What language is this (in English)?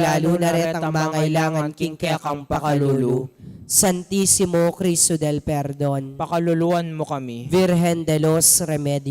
Pampanga